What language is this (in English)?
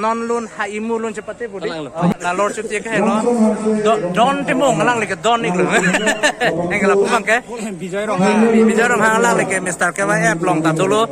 Karbi